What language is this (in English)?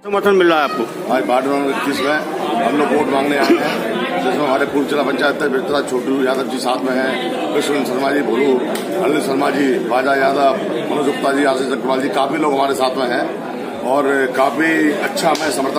Hindi